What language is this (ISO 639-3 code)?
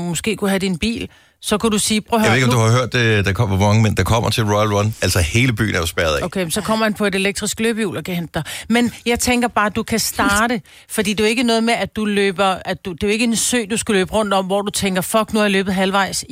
dan